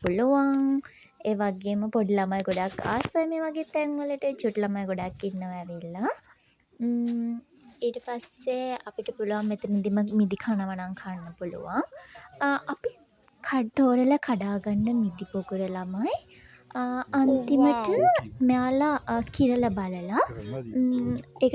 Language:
Sinhala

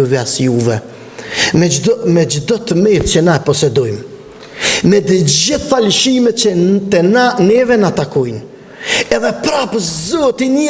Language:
Albanian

